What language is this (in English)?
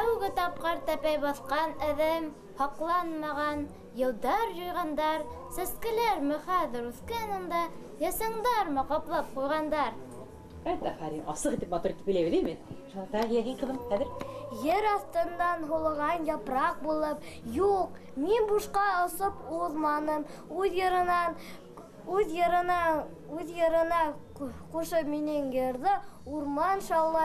Bashkir